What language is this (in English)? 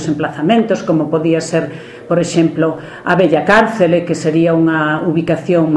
Galician